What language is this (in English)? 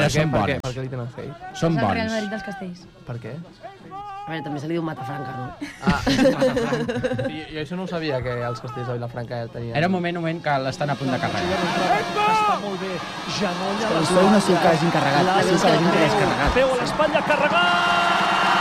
Catalan